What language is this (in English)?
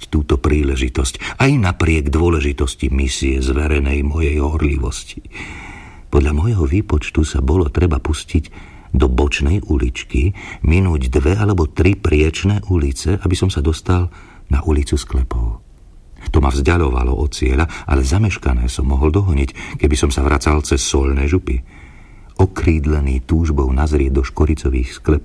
Slovak